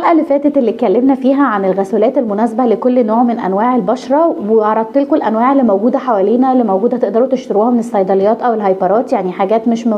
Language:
Egyptian Arabic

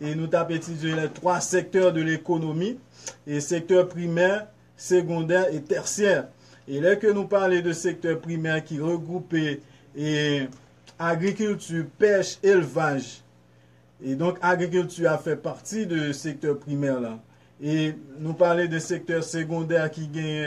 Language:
Haitian Creole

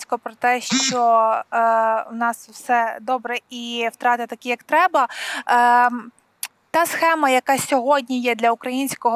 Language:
Ukrainian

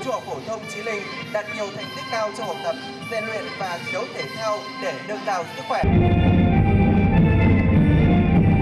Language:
Vietnamese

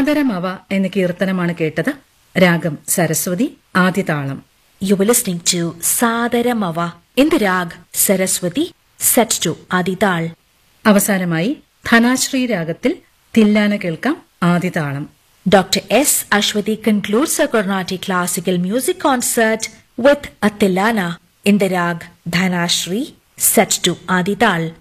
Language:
Malayalam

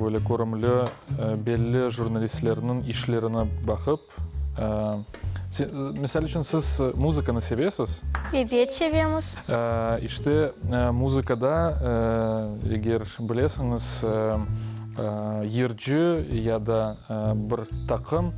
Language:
Crimean Tatar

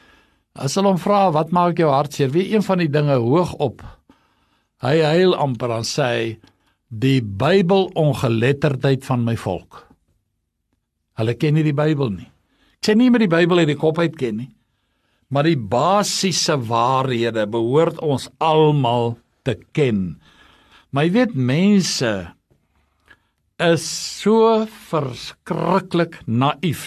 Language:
Afrikaans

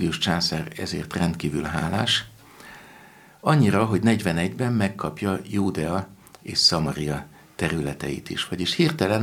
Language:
Hungarian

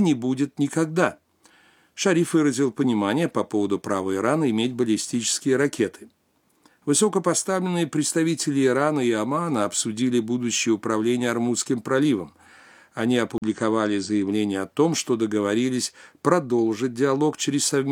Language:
Russian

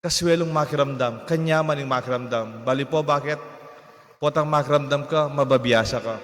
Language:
Pampanga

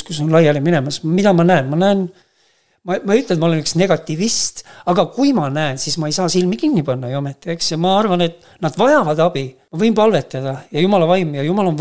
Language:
Estonian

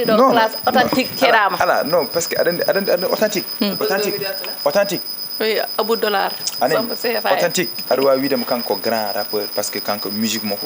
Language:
Fula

